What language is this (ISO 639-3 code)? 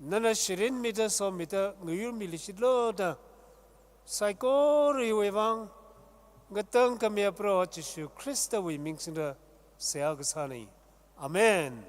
nmf